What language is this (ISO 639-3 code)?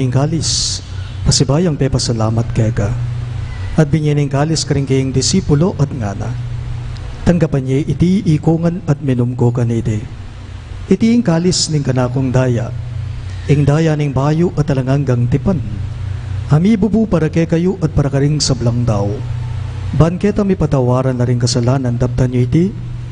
pam